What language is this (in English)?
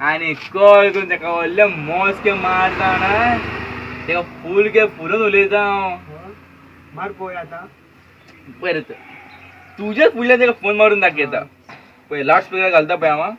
Konkani